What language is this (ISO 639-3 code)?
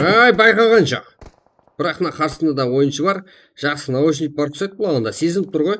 kaa